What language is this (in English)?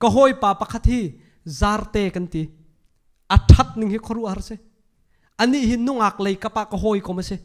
Hakha Chin